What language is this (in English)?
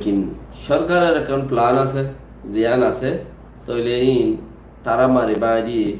Rohingya